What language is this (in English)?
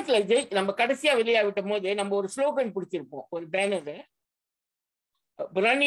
Tamil